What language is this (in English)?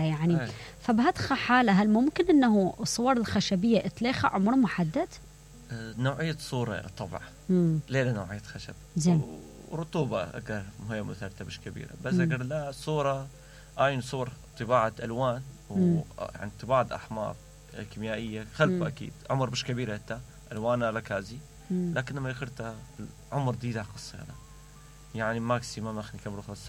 Mesopotamian Arabic